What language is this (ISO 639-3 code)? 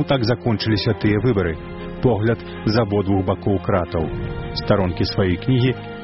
bel